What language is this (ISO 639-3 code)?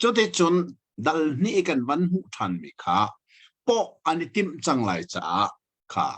cnh